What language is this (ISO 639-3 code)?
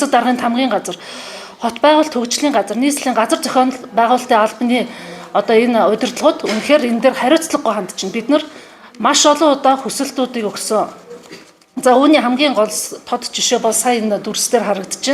mon